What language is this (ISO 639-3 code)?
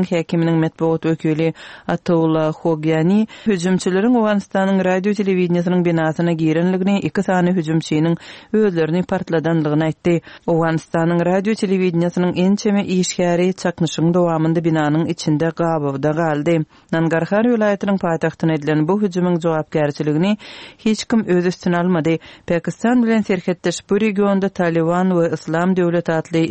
tuk